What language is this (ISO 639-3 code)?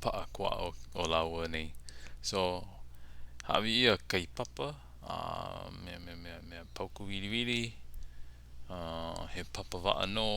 haw